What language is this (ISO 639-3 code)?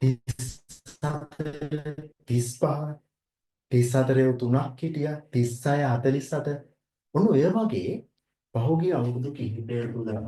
sin